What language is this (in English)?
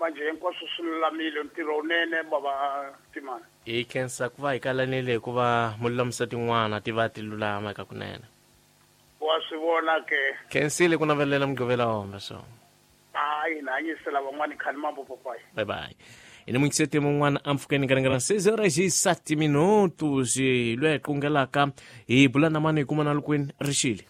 Tsonga